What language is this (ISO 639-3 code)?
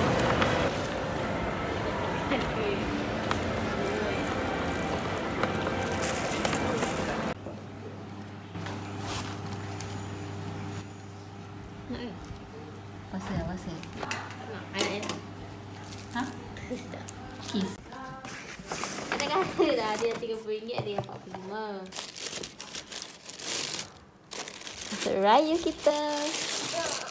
msa